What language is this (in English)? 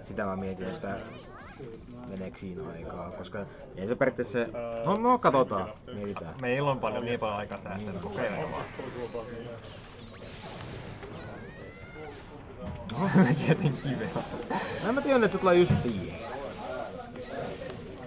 Finnish